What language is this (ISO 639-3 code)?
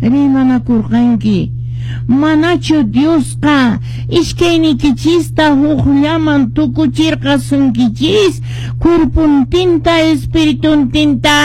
que